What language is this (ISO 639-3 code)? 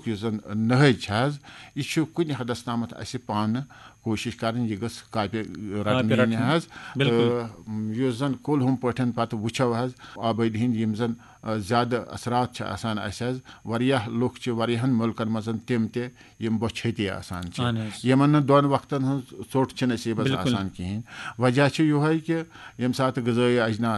kas